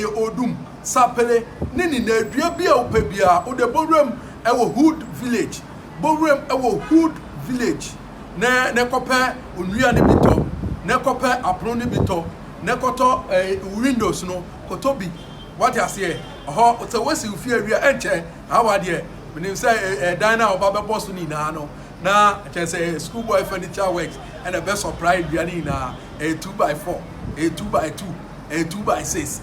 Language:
Akan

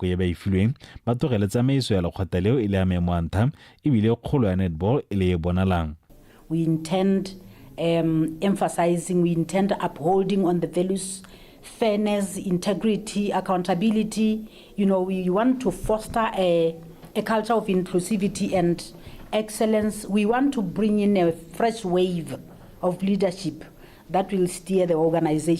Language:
Tswana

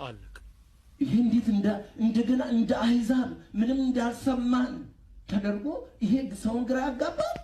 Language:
Amharic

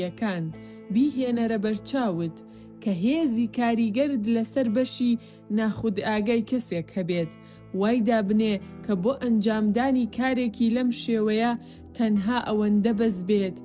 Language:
Central Kurdish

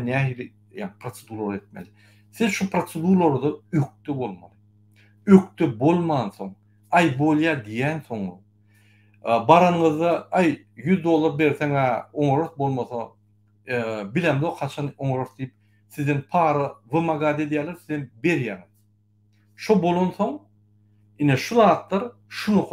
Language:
Turkmen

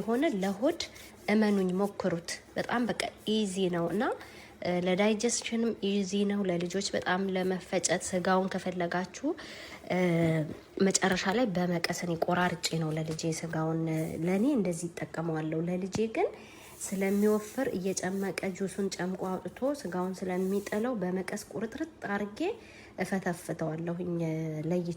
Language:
Amharic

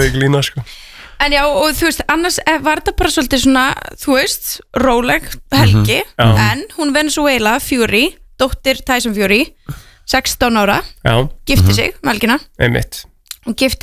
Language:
Icelandic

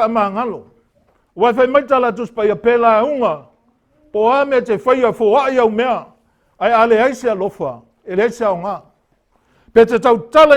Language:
Samoan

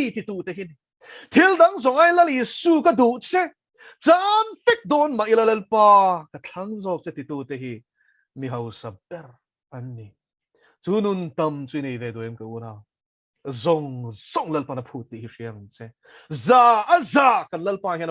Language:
Mizo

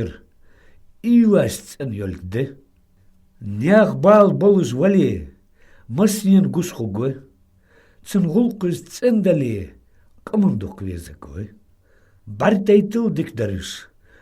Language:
Ingush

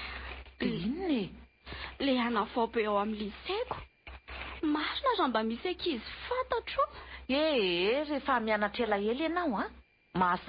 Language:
Malagasy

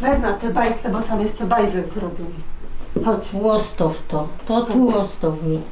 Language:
Silesian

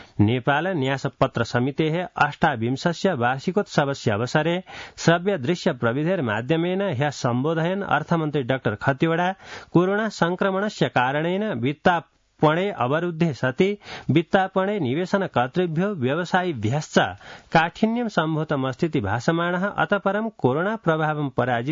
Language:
Sanskrit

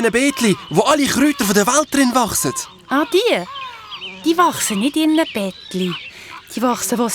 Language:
Swiss German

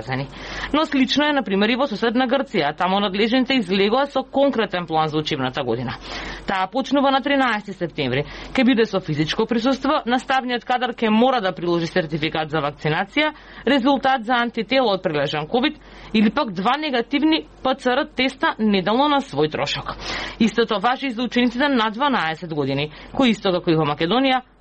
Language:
Macedonian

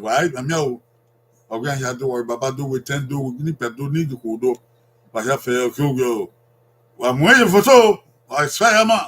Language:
Bini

